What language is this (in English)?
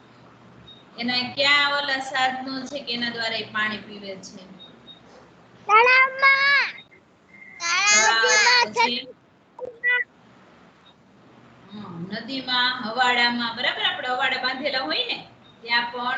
Gujarati